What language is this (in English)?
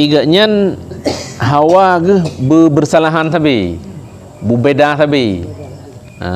Achinese